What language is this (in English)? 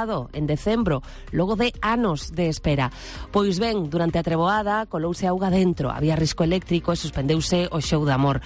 Galician